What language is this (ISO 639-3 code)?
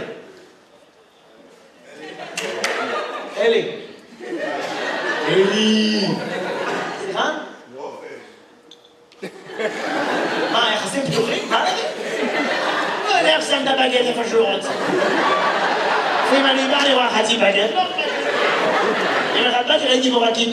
heb